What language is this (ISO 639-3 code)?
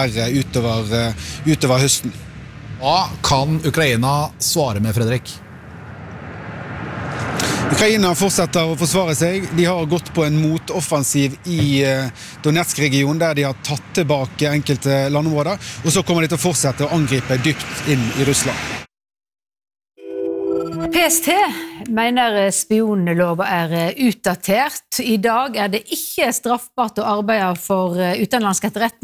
nor